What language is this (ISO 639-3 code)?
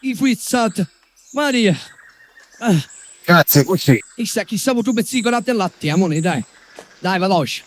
scn